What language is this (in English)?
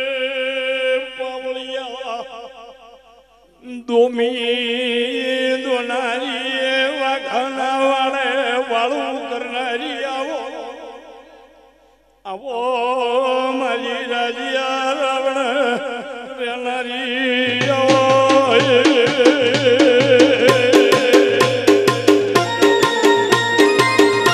Gujarati